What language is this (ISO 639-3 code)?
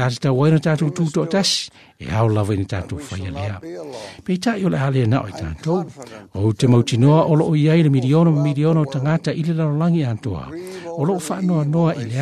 smo